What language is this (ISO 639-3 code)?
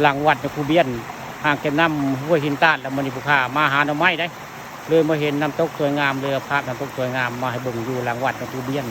tts